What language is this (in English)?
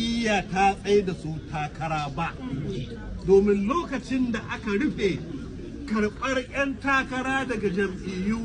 Hausa